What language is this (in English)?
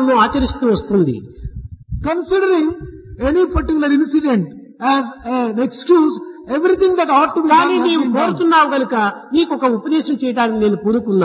Telugu